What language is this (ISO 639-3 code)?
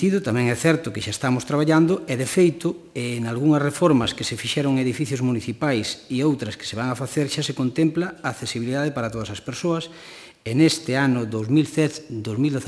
glg